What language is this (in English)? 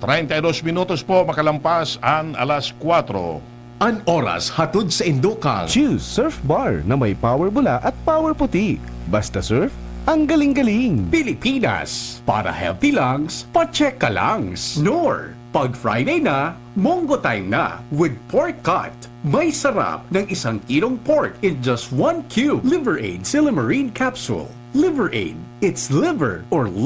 Bikol